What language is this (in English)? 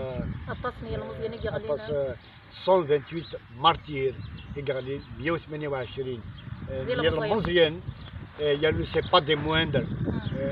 Kabyle